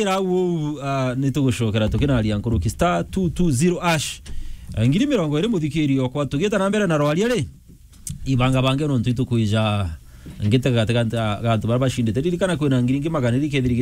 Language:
Meru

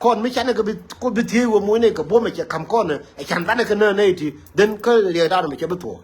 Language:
Nuer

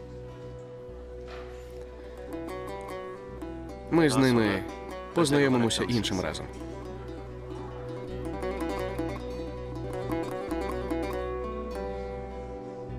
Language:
Ukrainian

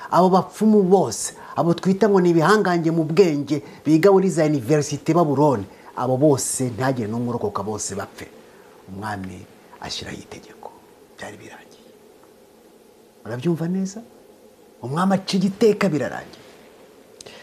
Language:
Kinyarwanda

